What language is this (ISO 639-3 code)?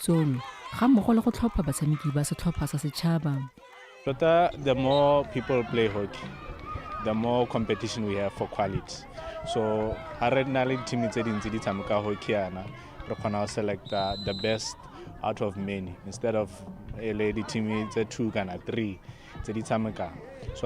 tsn